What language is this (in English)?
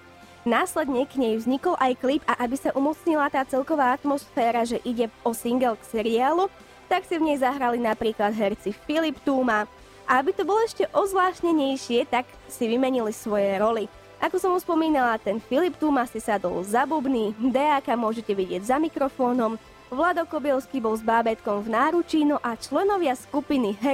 Slovak